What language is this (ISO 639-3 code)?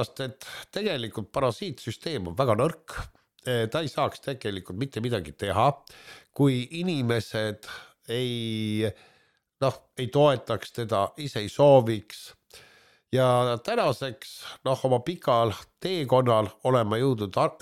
est